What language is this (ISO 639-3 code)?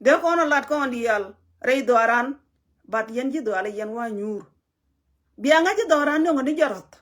nus